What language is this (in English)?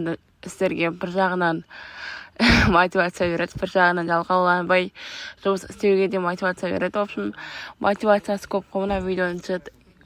Kazakh